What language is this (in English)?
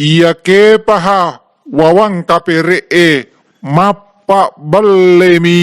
Buginese